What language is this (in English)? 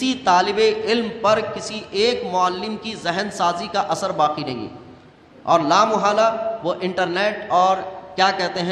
Urdu